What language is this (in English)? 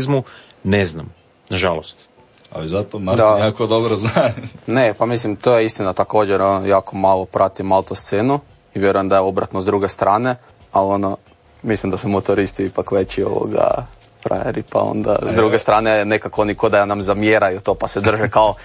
Croatian